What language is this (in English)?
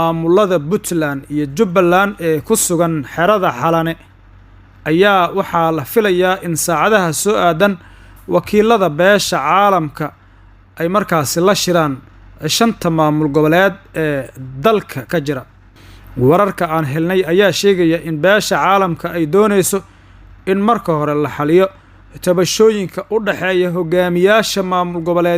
Somali